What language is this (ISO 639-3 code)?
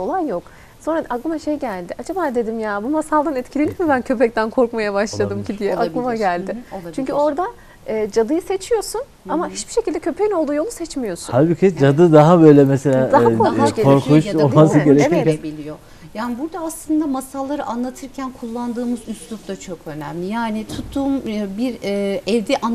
tur